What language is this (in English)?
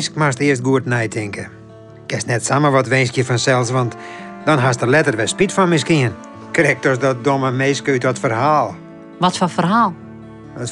Western Frisian